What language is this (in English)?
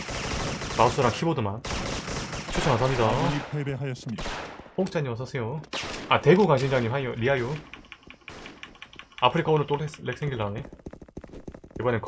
Korean